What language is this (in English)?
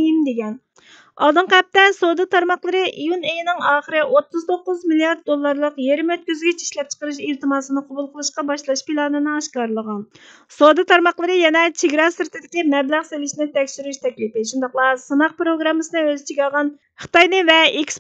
Uyghur